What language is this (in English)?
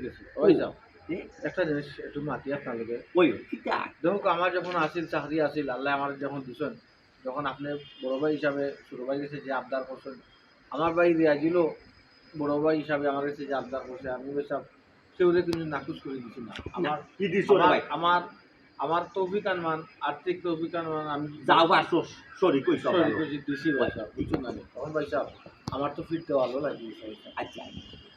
Sylheti